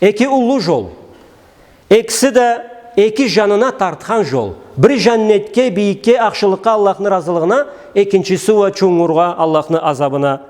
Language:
Karachay-Balkar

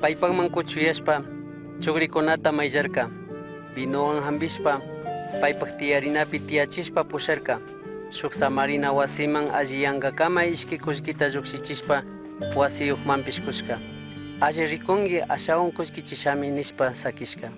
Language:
Chimborazo Highland Quichua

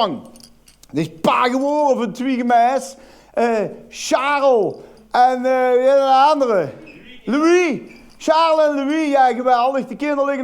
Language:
Limburgish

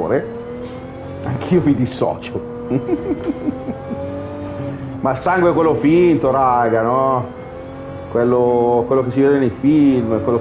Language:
Italian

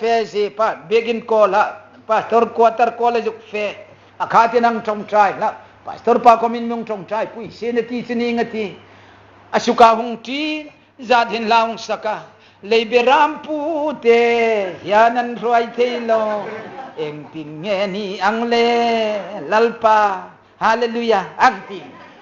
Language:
Hmar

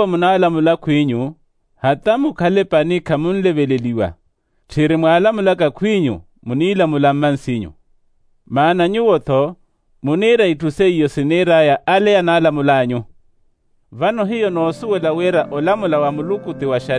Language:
Makhuwa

